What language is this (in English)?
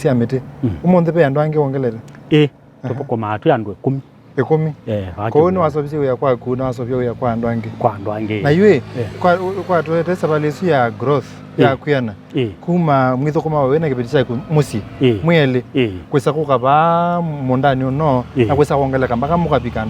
Kamba